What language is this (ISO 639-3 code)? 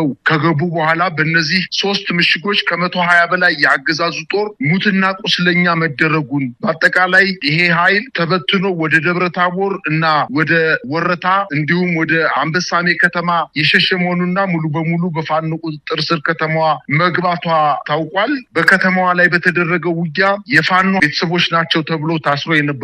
amh